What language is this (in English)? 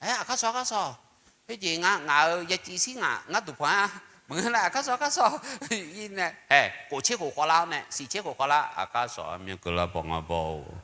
Akha